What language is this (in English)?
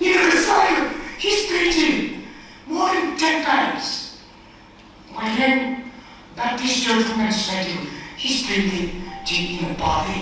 Tangkhul Naga (India)